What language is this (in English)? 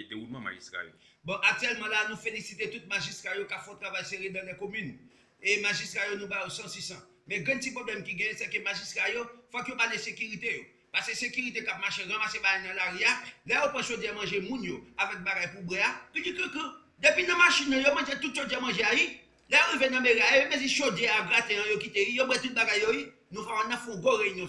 Haitian Creole